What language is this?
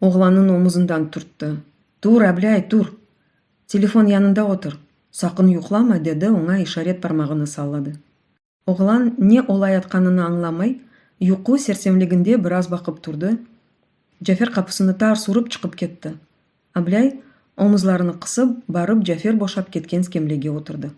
Crimean Tatar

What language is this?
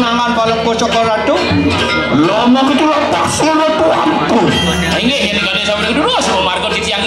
Balinese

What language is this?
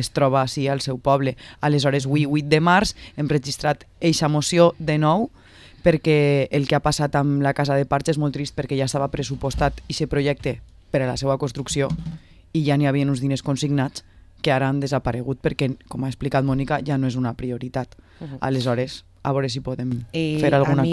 Catalan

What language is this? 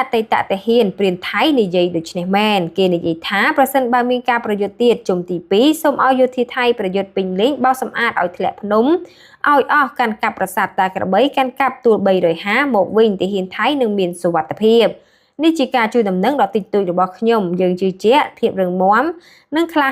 Khmer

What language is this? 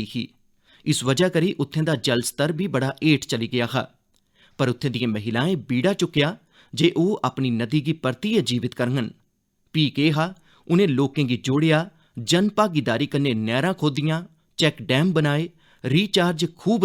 Dogri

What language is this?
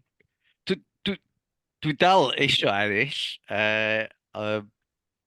Welsh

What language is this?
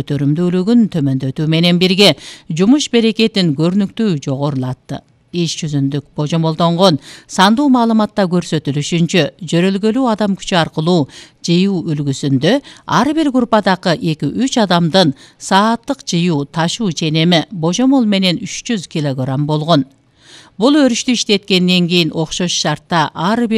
Kyrgyz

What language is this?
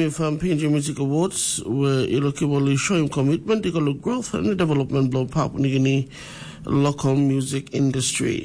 Tok Pisin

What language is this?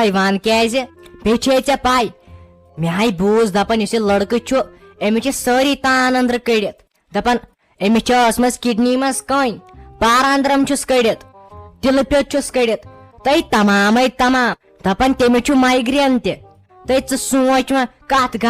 Kashmiri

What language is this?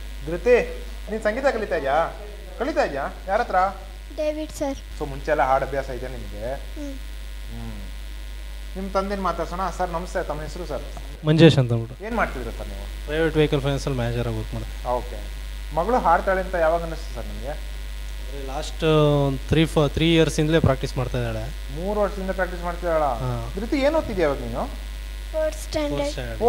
Kannada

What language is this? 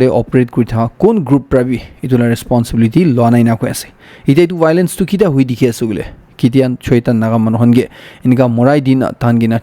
Naga Pidgin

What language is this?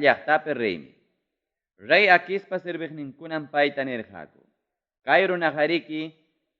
Ayacucho Quechua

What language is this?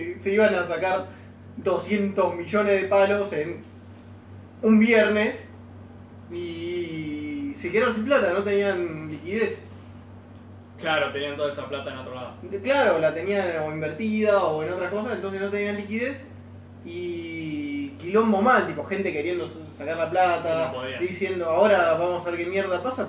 Spanish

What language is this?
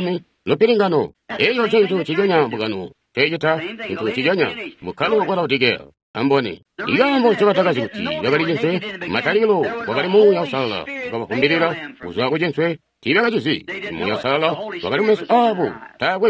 Tonga (Zambia)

